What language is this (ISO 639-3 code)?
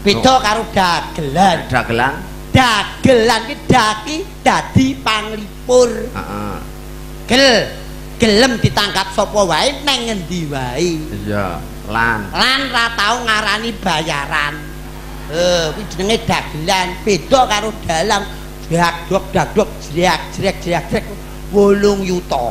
jav